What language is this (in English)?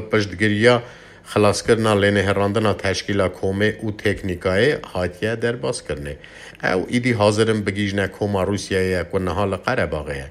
Kurdish